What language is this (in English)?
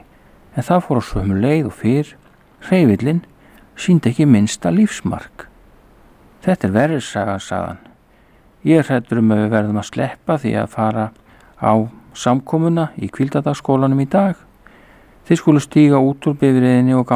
Icelandic